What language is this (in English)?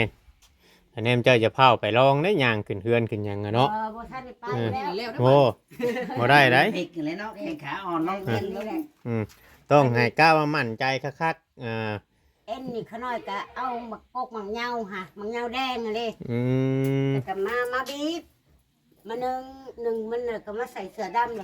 Northeastern Thai